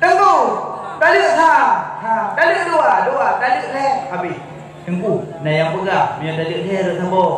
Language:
Achinese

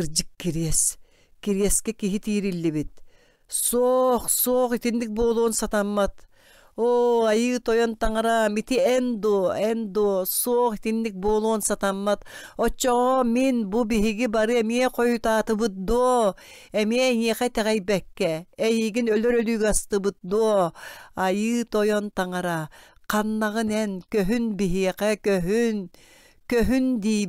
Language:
Yakut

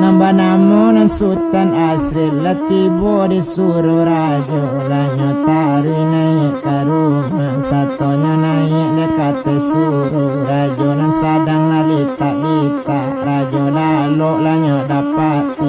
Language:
Minangkabau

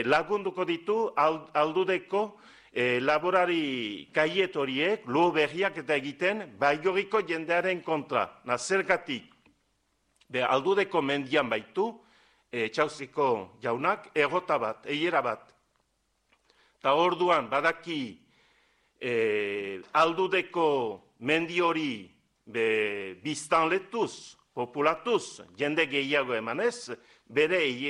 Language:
Basque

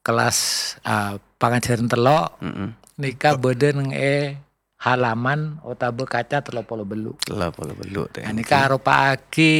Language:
Madurese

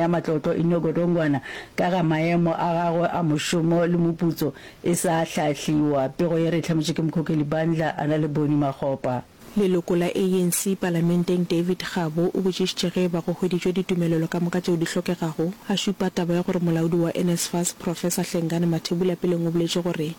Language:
Northern Sotho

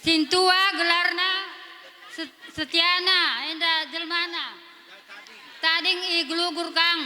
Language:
Batak Karo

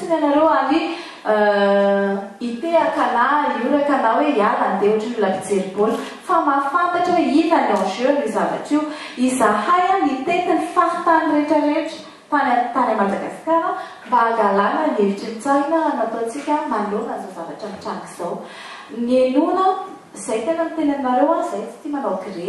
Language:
Malagasy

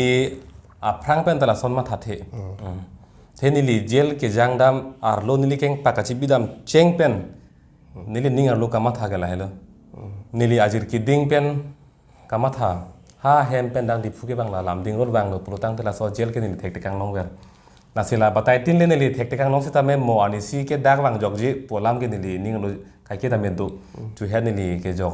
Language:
Karbi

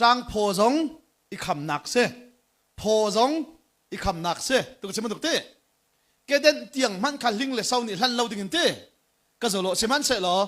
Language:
Hakha Chin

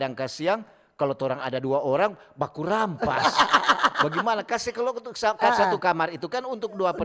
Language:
Manado Malay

